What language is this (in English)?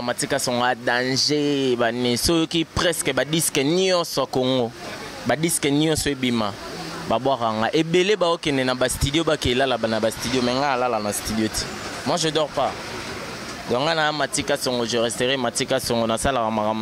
Lingala